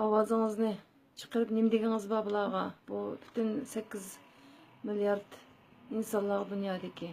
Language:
Uyghur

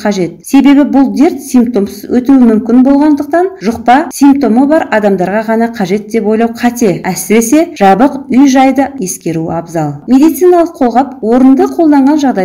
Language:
Kazakh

